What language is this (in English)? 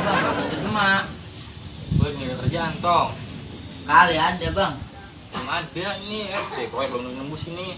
Betawi